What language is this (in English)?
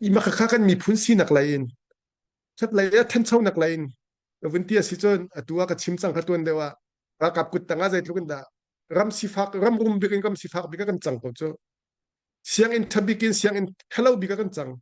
Hakha Chin